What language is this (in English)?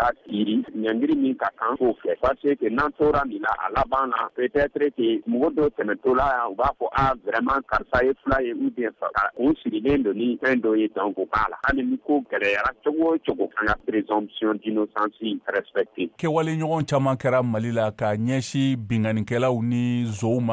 Bambara